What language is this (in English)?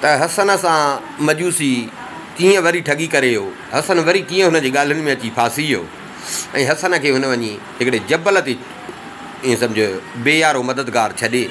Sindhi